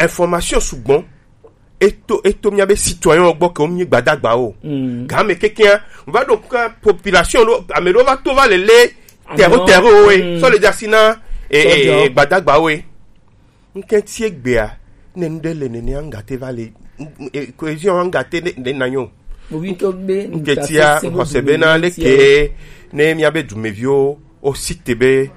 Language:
Gen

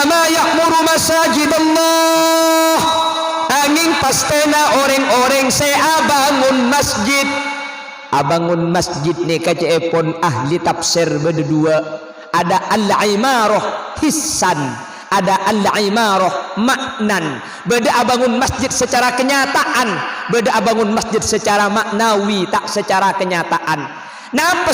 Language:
Madurese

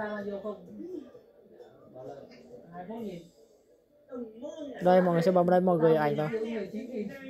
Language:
Vietnamese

